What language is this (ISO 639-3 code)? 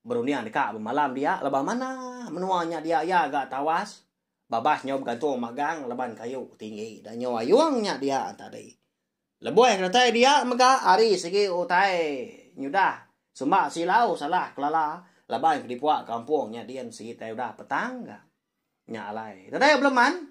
iba